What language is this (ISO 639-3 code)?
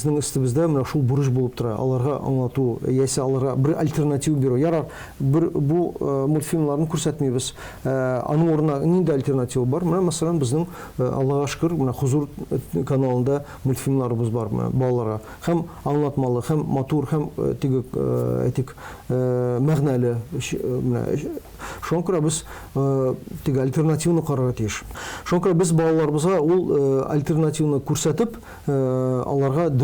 tat